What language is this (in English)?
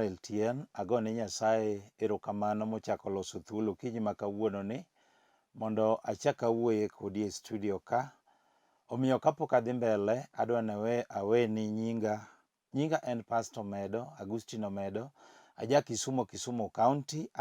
Luo (Kenya and Tanzania)